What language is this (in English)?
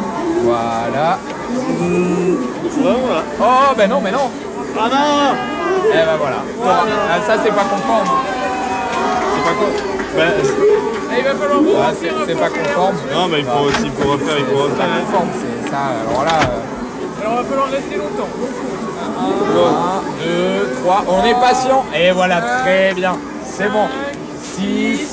French